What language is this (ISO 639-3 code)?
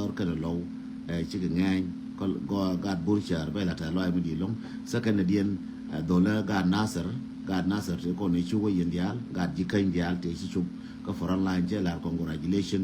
nus